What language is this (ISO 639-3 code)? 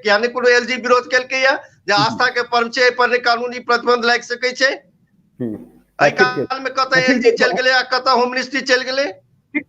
mai